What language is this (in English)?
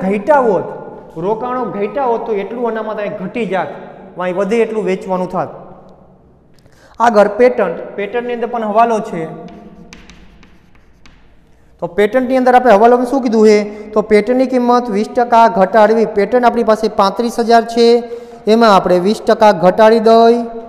Gujarati